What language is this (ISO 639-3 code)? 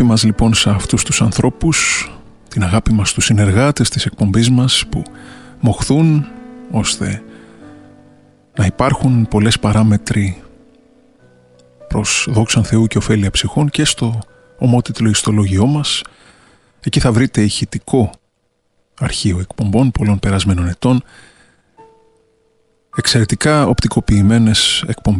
ell